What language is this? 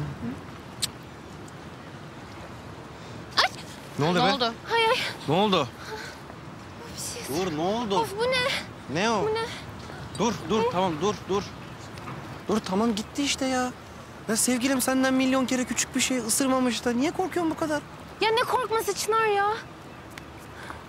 Turkish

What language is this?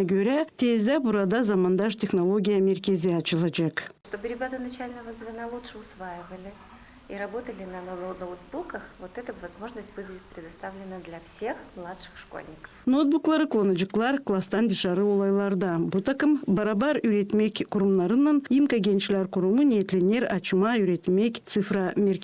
Gagauz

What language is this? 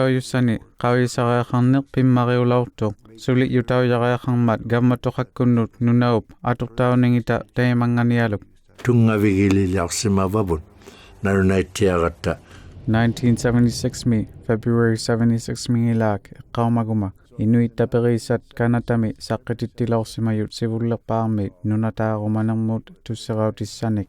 Inuktitut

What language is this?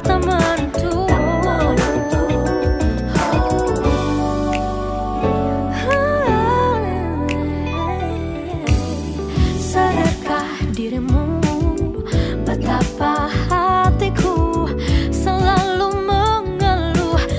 Indonesian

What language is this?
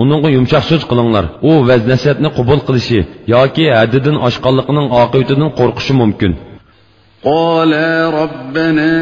Uyghur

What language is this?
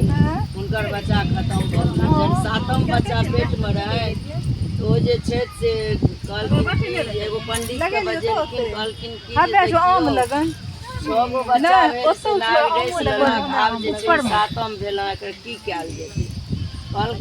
Maithili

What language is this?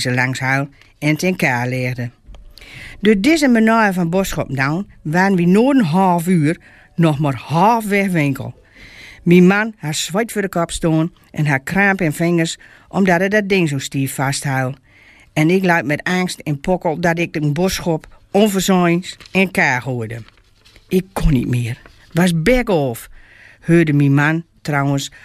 Gronings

